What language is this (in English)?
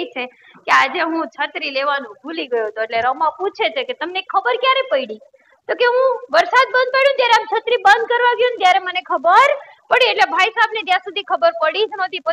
Gujarati